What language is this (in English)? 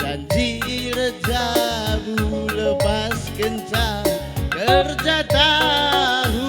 Batak Karo